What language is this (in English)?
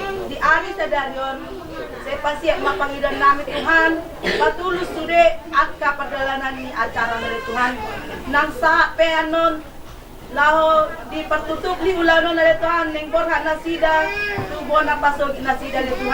Batak Toba